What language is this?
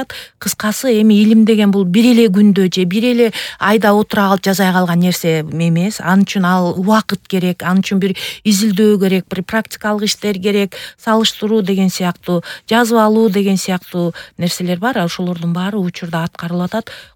Kyrgyz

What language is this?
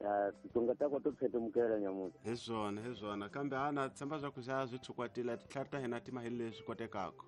Tsonga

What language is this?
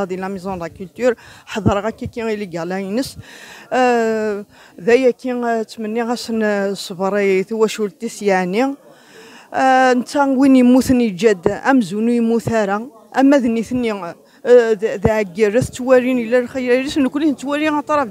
Kabyle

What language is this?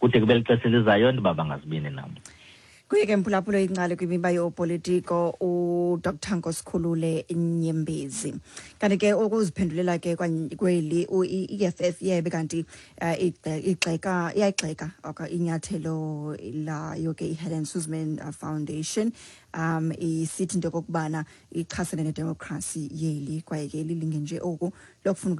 Xhosa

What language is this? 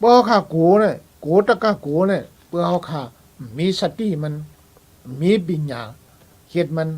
Shan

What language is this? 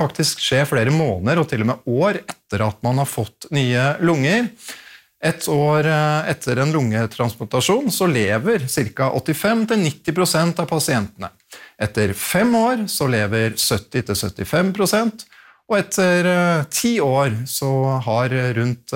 Norwegian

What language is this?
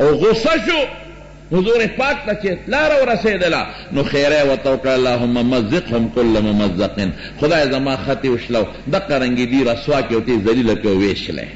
Pashto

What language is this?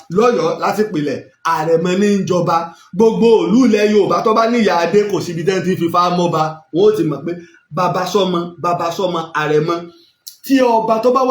Yoruba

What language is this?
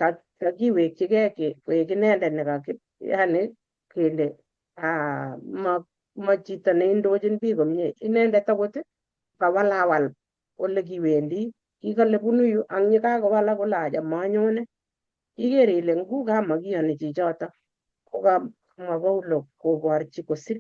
Kalenjin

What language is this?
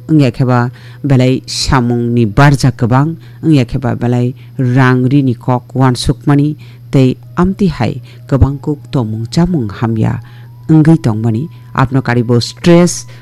Kok Borok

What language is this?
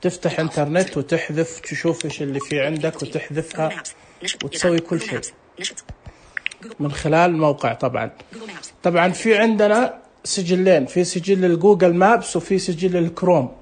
Najdi Arabic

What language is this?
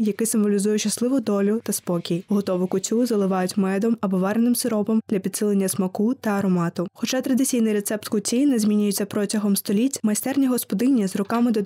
Ukrainian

